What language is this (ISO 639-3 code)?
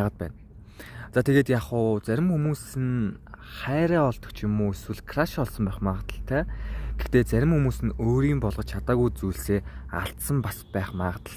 mon